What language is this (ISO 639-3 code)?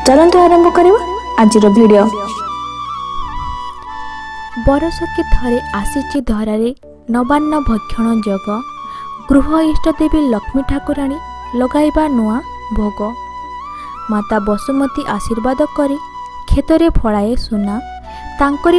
ori